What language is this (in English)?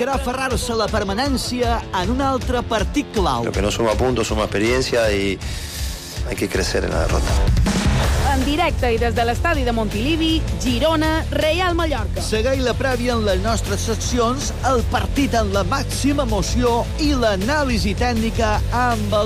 Catalan